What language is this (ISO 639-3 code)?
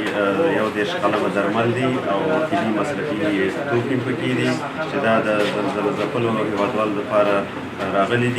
pus